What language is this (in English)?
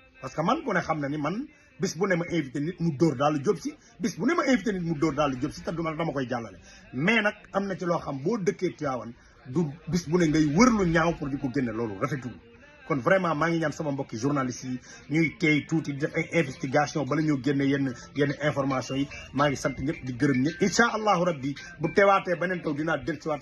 Wolof